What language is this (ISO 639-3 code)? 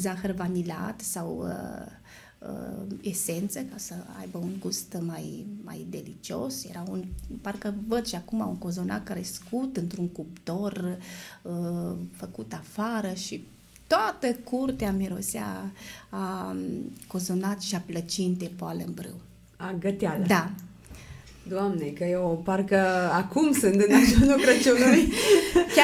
ron